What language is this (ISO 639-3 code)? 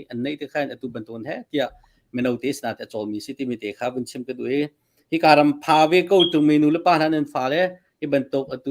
cnh